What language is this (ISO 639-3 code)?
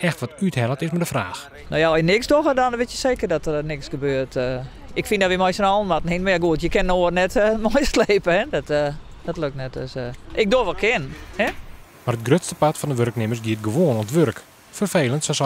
fry